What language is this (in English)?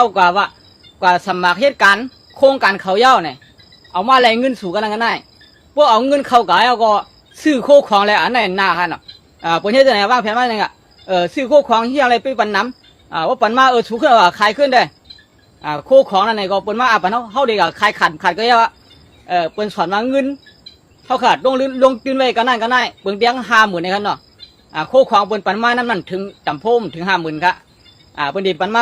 Shan